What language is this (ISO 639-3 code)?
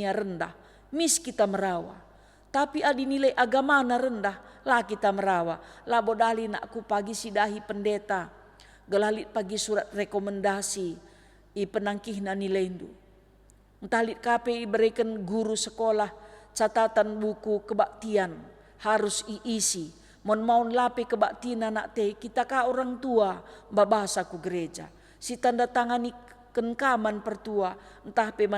btx